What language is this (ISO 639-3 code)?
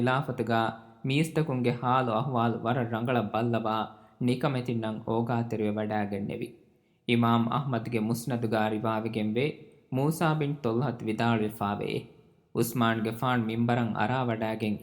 div